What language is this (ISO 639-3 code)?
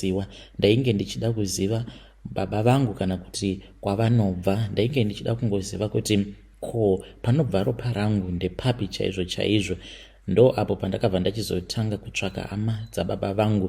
sna